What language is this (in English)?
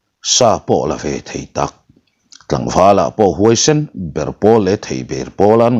Mizo